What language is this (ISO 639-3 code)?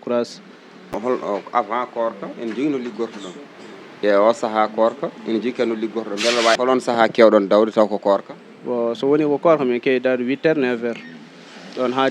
ful